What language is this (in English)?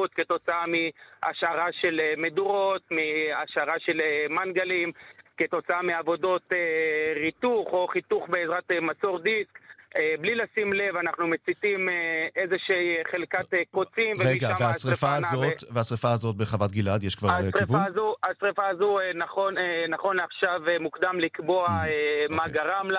Hebrew